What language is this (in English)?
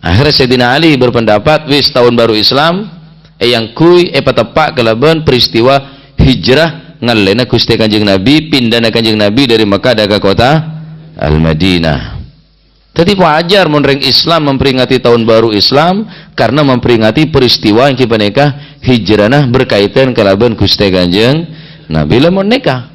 Madurese